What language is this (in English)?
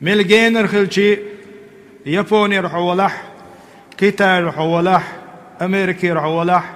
Chechen